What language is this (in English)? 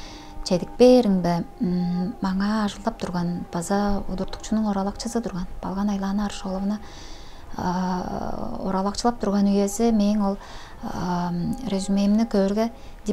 Tuvinian